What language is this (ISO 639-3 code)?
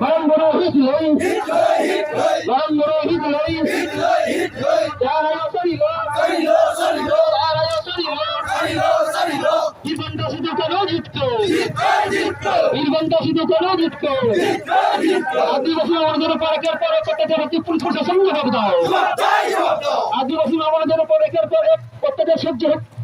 sat